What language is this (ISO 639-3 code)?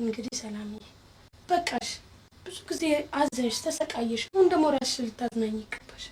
amh